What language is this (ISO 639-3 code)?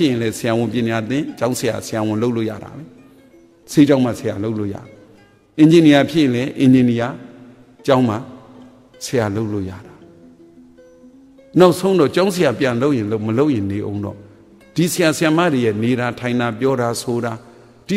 mya